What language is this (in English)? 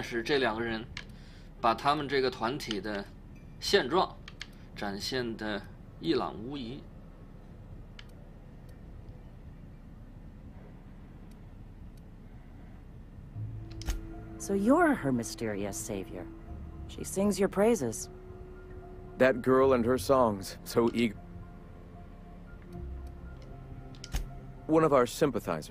Chinese